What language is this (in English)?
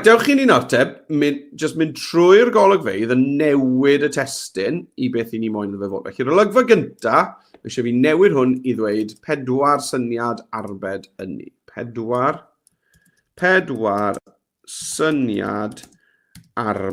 Welsh